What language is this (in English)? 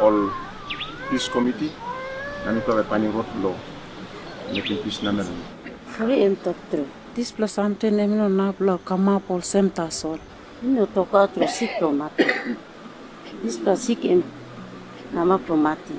Tok Pisin